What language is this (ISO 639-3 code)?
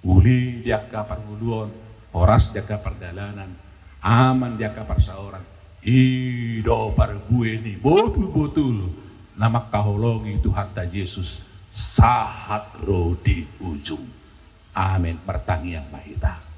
bbc